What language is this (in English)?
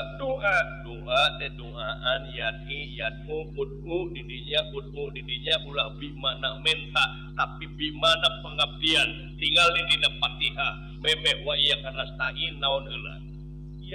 Sundanese